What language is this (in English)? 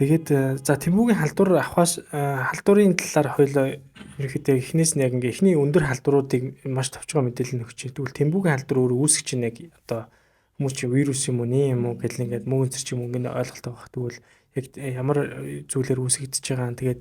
Mongolian